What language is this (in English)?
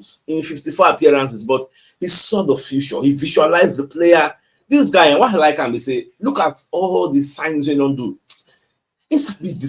Nigerian Pidgin